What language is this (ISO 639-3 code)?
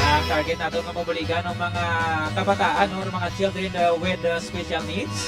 hil